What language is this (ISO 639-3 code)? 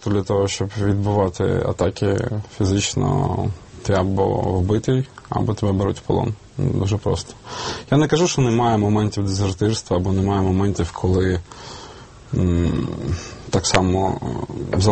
ukr